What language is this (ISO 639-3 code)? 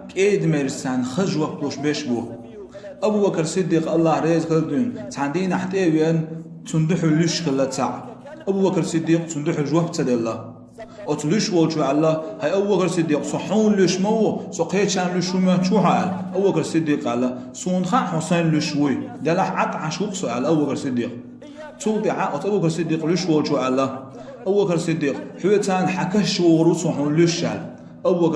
che